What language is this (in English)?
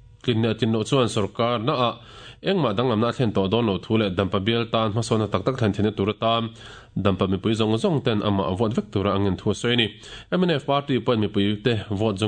Mizo